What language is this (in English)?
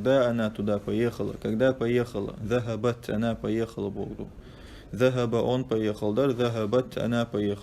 Chechen